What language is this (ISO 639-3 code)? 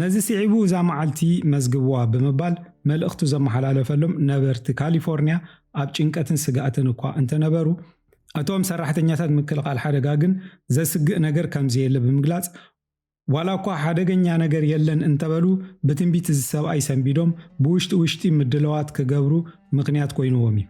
tir